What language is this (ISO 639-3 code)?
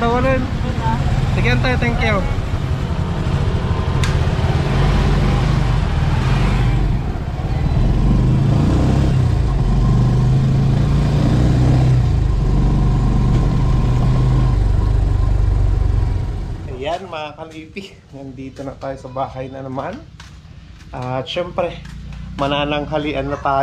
fil